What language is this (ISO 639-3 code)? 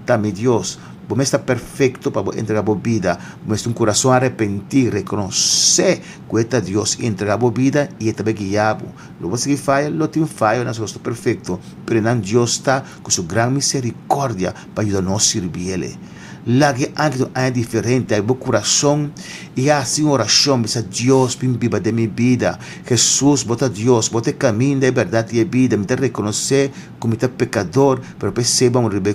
pap